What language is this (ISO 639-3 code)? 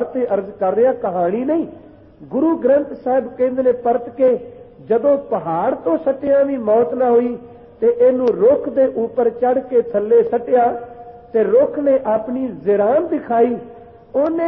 pan